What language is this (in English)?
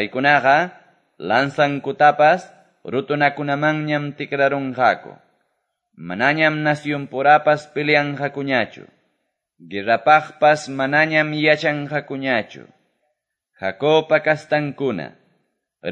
Quechua